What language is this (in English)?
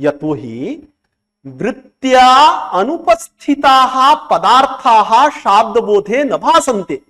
Sanskrit